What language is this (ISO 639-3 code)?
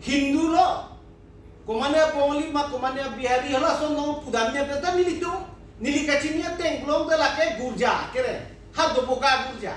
mjw